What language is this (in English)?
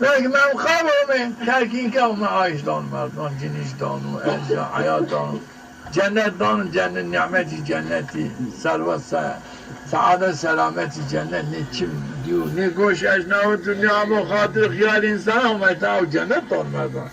Zaza